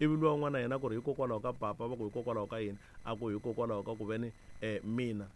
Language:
Tsonga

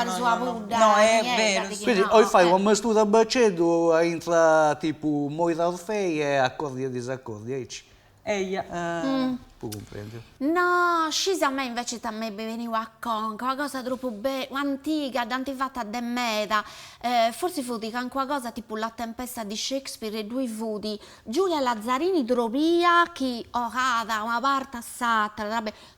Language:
Sardinian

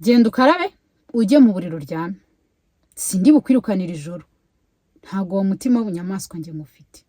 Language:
Kinyarwanda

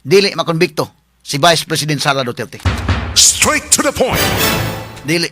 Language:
Cebuano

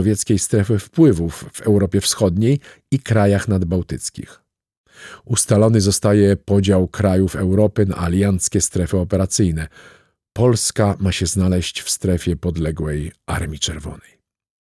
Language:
Polish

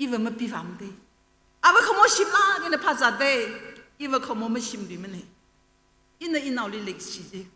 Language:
Tangkhul Naga (India)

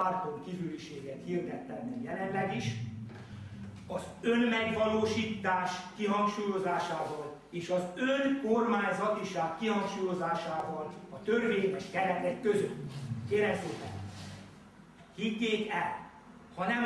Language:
Hungarian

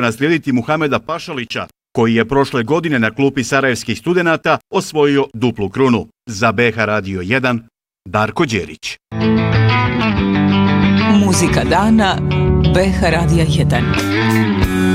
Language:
Bosnian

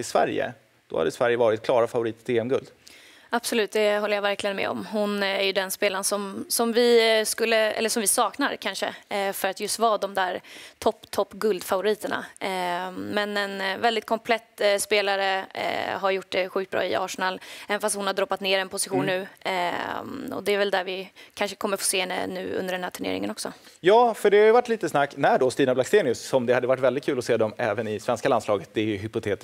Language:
Swedish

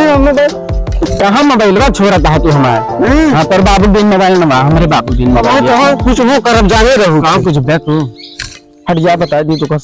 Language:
Awadhi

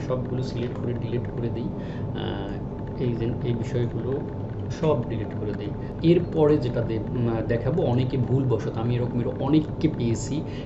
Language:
Bangla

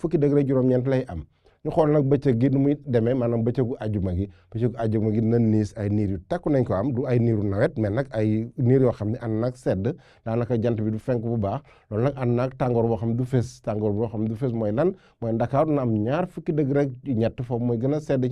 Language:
Wolof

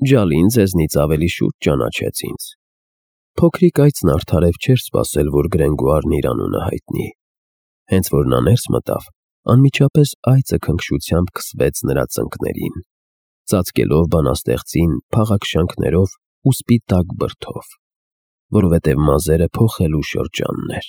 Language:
Armenian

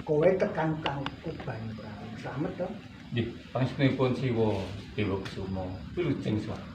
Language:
Javanese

